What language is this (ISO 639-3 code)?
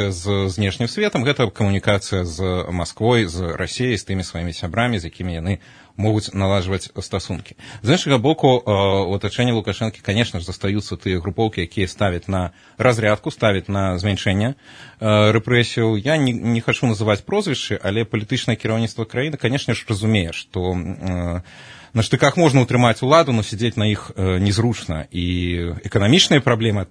bel